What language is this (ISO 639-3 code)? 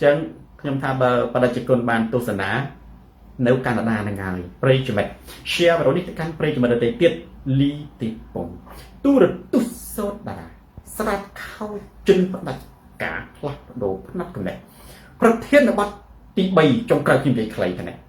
khm